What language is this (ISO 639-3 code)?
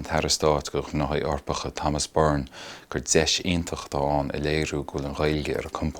gle